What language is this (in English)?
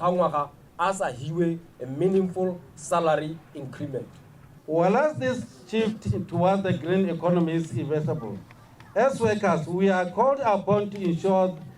Tswana